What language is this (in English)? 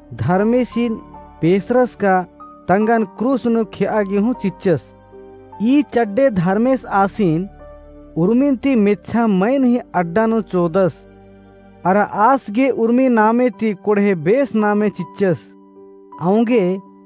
Kurukh